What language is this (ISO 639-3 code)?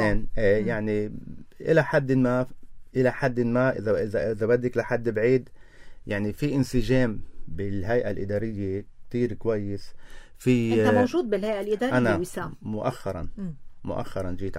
apc